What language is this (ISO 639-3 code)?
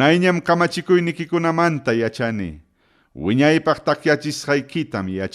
quy